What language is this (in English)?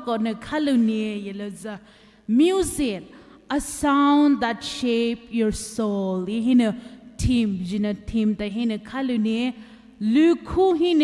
Poumei Naga